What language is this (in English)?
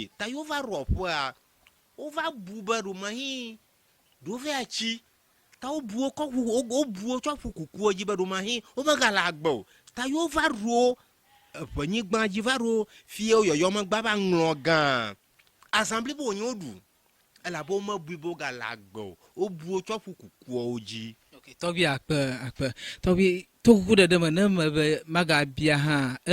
Ewe